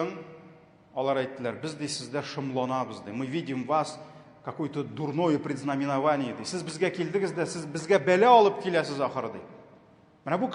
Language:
Tatar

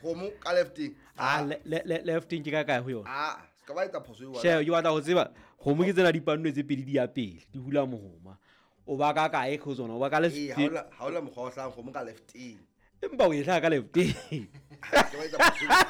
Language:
Southern Sotho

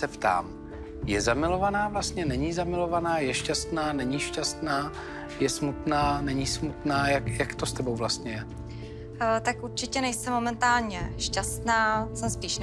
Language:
Czech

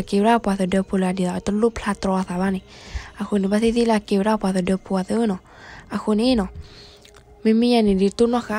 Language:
S'gaw Karen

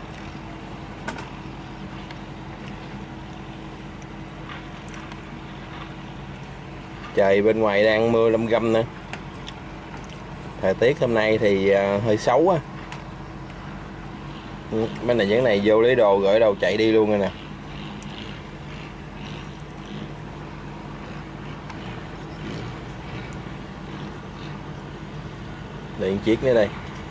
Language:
Vietnamese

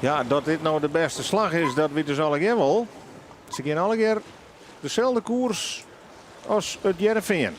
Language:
Western Frisian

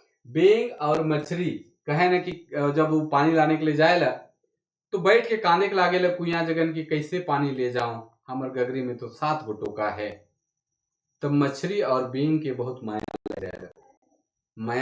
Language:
Sadri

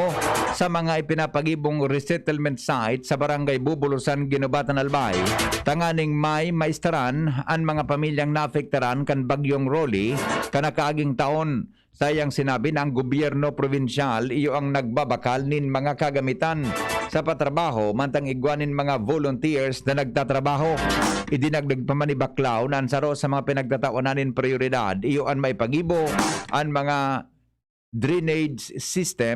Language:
Bikol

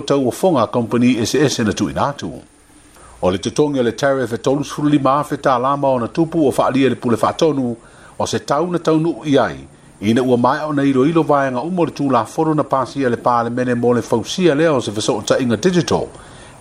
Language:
Samoan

